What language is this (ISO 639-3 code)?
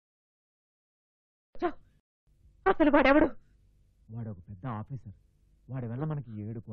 tel